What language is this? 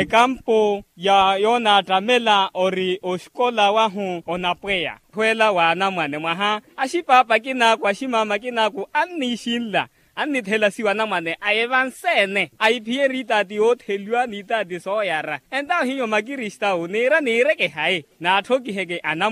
Makhuwa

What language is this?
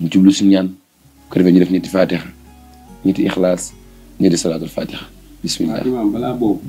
Wolof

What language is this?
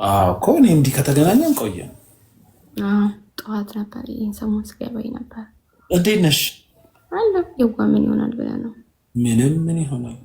Amharic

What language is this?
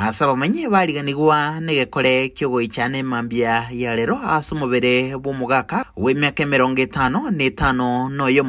Gusii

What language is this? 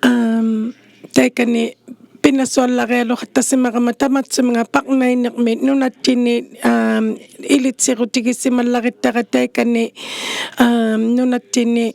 Inuktitut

